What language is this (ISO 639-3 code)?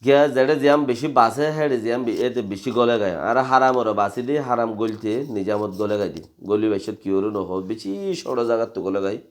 rhg